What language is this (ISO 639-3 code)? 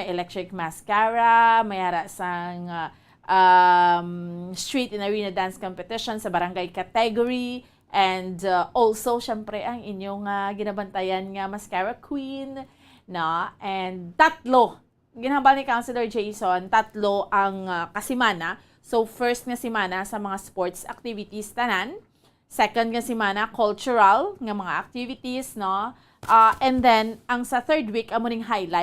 hil